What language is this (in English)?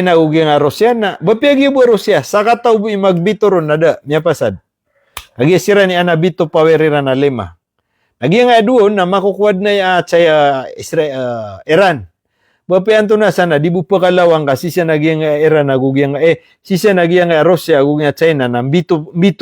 Maranao